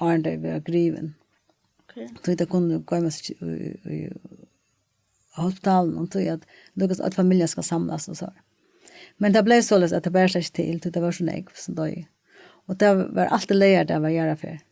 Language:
Faroese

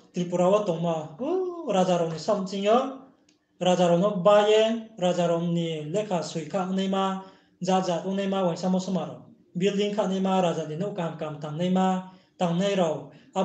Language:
Riang (India)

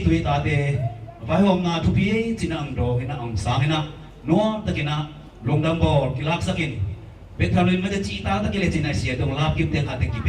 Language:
Tedim Chin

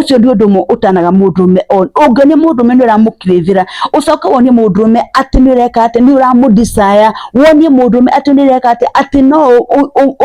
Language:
Kikuyu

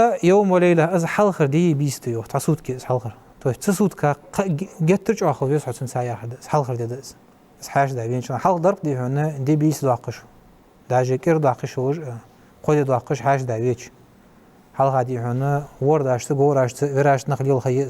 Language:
Ingush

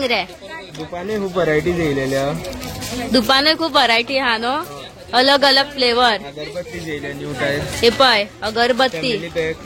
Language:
Konkani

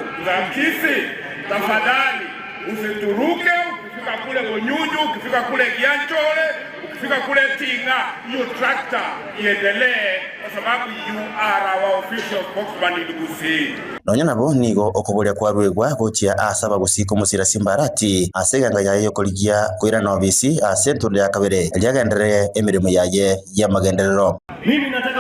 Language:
Gusii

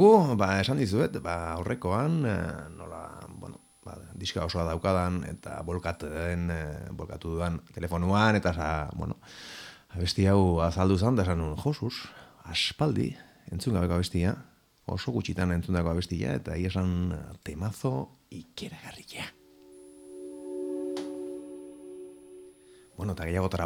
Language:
Basque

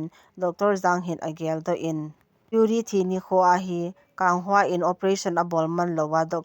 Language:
Thado Chin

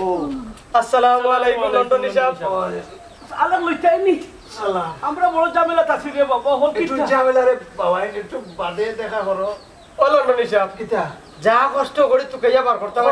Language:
Sylheti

